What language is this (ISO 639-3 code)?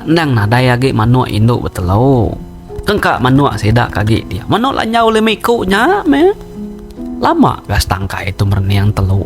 iba